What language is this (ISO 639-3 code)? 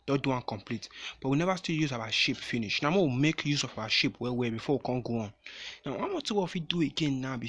pcm